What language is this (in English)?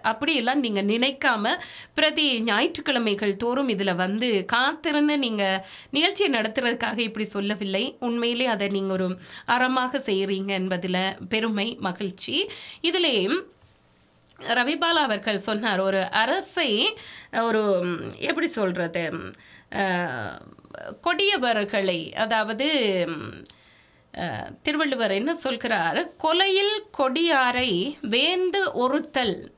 Tamil